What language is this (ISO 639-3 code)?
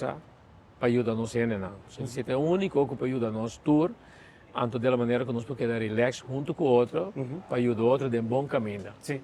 pap